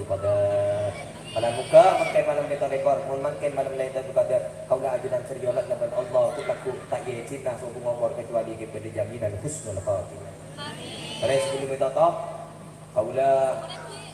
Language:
Madurese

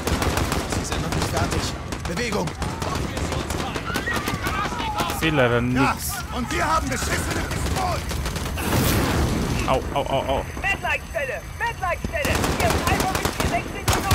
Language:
German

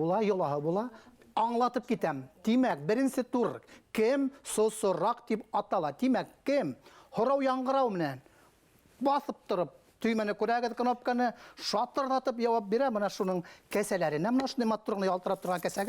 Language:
Bashkir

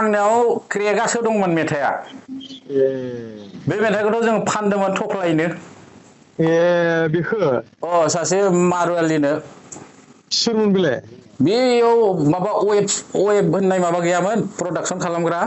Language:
Bodo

